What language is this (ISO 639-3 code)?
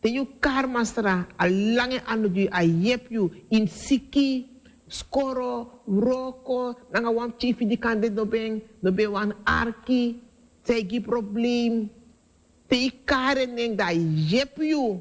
srn